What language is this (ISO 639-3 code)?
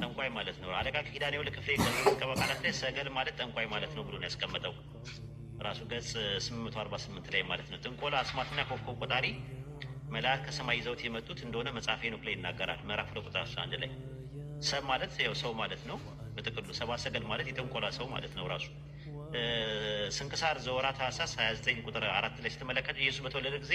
amh